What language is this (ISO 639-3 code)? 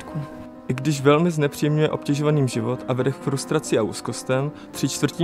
ces